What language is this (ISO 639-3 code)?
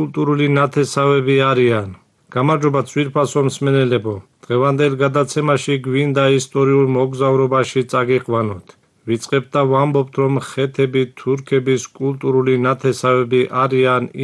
kat